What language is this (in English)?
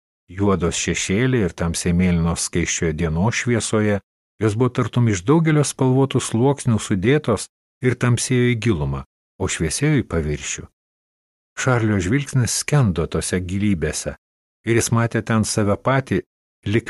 Lithuanian